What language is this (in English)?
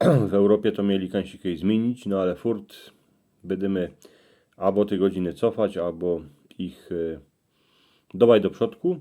Silesian